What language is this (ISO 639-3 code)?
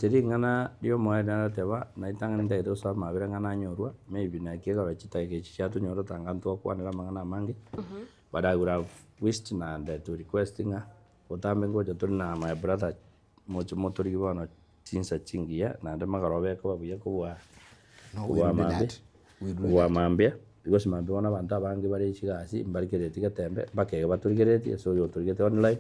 guz